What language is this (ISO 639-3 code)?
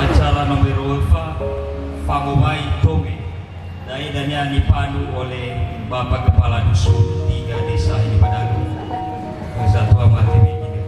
nia